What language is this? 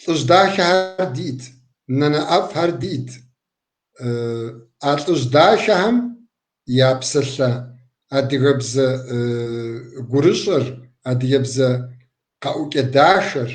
Kabardian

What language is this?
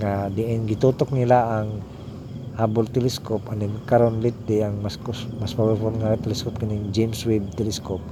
Cebuano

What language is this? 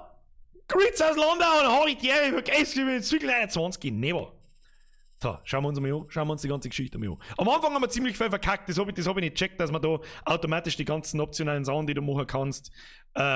Bavarian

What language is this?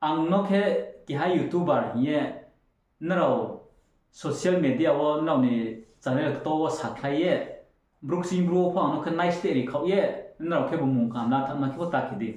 Riang (India)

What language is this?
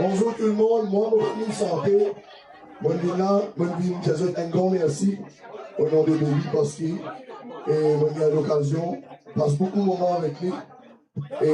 Morisyen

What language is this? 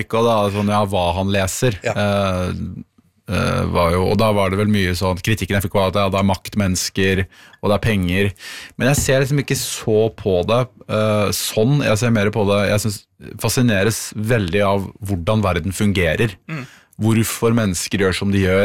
Norwegian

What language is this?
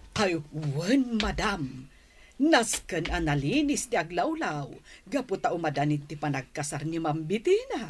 Iloko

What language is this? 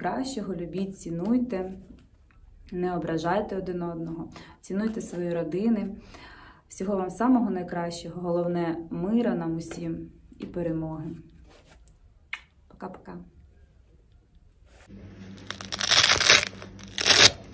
Ukrainian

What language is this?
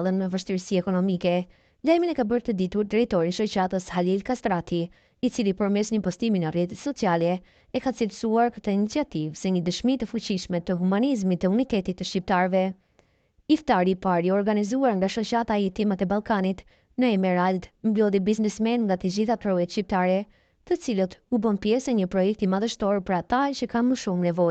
Albanian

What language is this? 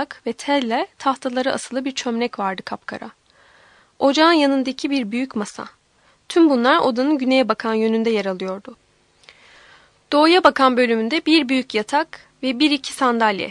Turkish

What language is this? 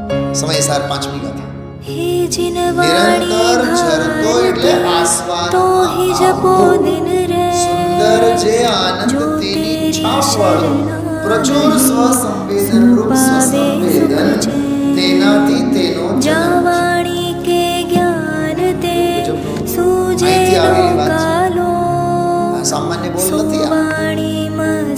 Gujarati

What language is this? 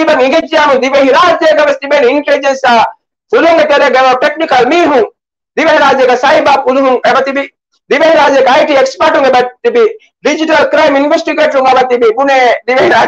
Divehi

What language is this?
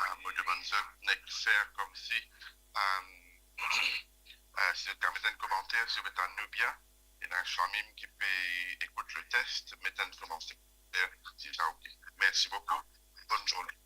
Morisyen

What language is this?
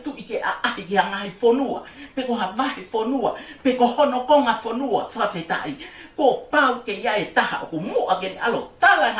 Tongan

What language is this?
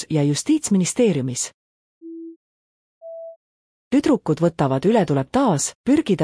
Estonian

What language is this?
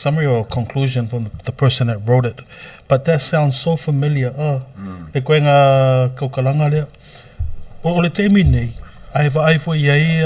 Samoan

